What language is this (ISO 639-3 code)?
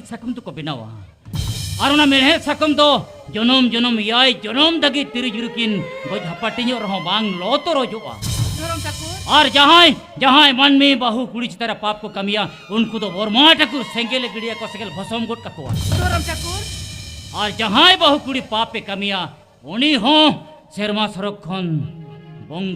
sat